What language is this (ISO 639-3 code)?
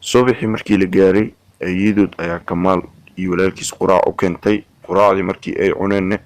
som